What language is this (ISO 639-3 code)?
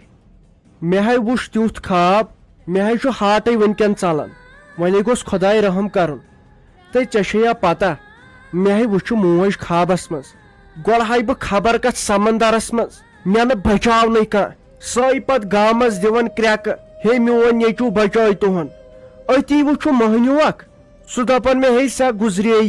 kas